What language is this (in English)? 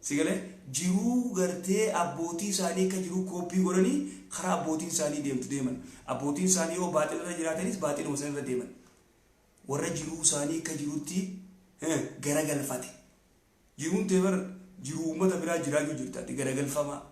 Oromo